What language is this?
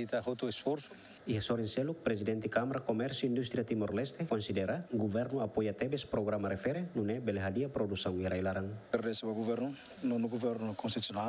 Tetum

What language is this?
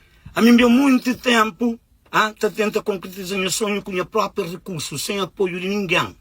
Kabuverdianu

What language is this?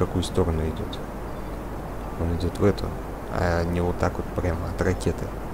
Russian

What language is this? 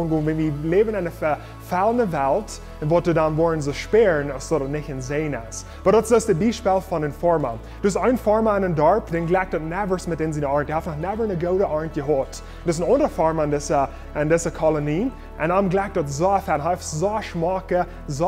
Plautdietsch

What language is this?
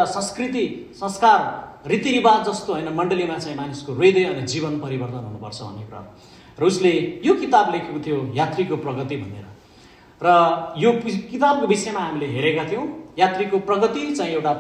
Nepali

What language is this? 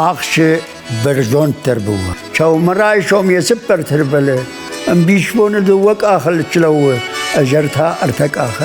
Ossetic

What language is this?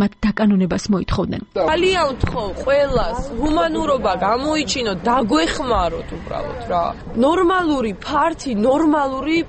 Georgian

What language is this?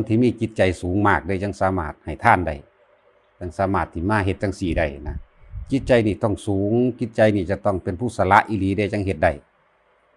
Lao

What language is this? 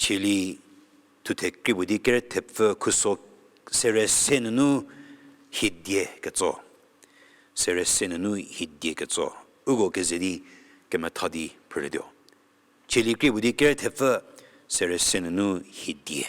Angami Naga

